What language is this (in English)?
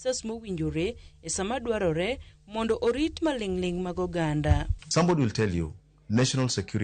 Luo (Kenya and Tanzania)